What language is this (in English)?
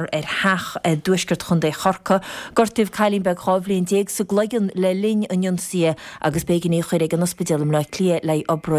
Irish